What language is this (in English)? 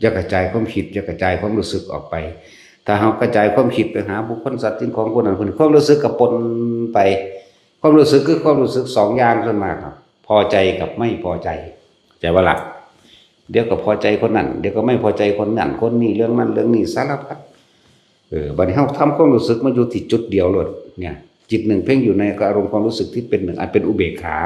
Northeastern Thai